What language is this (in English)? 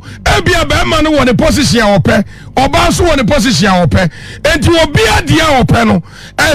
Akan